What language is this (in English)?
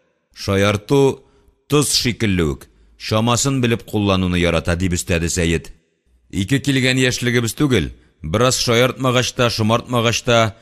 Tatar